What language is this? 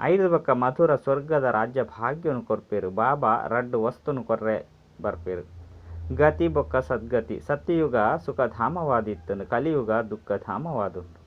Tulu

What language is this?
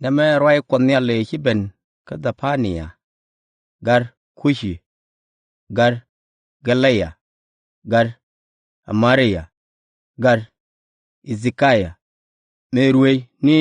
Nuer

